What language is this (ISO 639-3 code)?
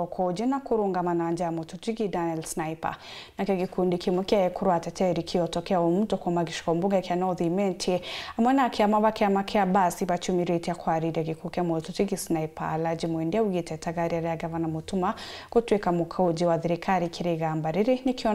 mer